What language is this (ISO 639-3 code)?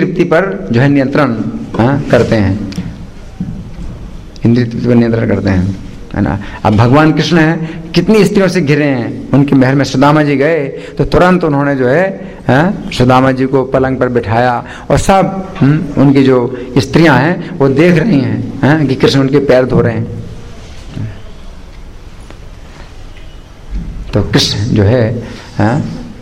hin